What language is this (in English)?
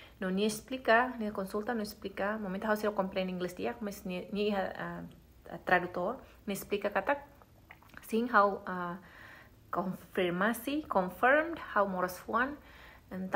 Tetum